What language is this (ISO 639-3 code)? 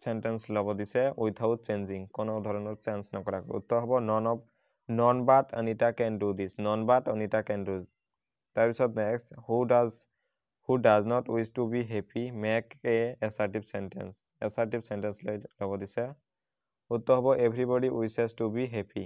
asm